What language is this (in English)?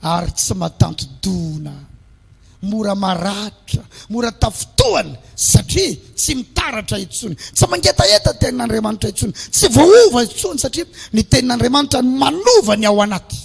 Malagasy